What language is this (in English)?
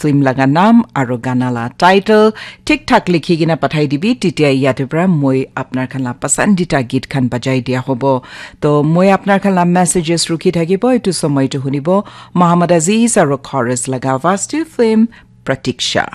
Naga Pidgin